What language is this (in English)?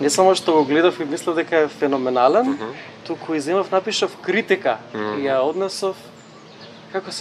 Macedonian